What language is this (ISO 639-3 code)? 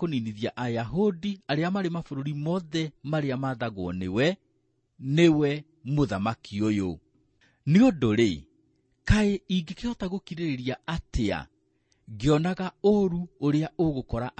kik